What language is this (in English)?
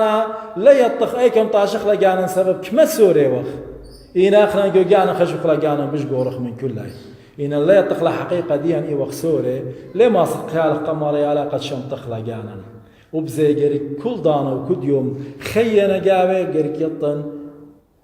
Assyrian Neo-Aramaic